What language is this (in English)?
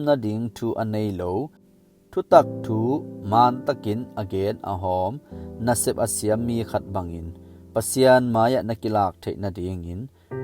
Tedim Chin